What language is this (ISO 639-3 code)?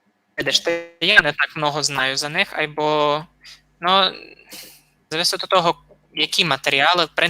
rue